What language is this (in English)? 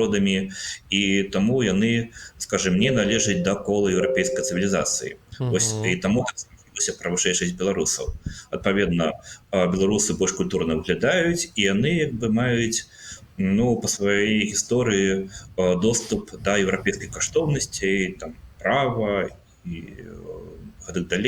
Belarusian